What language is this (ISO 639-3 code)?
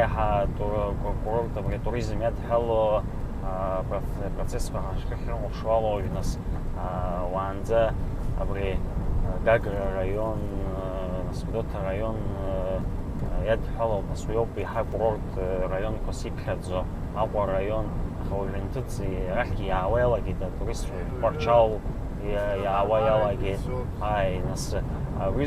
abk